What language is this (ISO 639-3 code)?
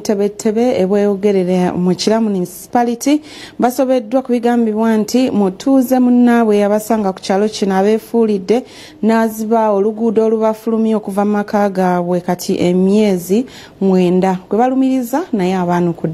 lug